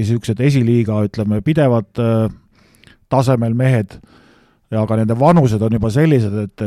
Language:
Estonian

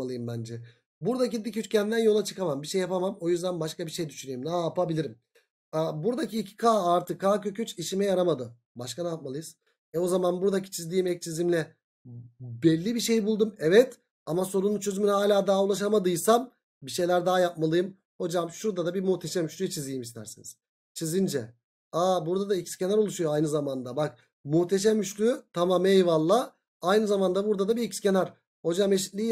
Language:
Turkish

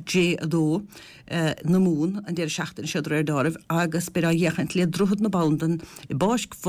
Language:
Irish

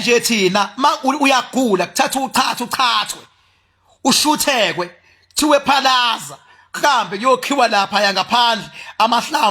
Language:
Zulu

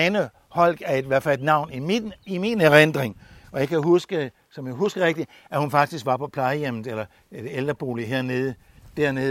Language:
Danish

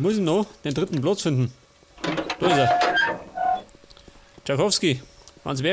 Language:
Bavarian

